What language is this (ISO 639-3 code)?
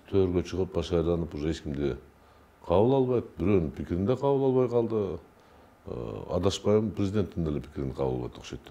kir